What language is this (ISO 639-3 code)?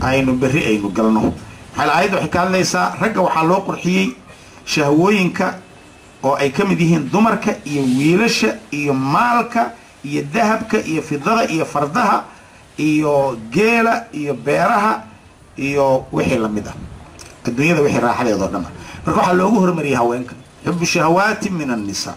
som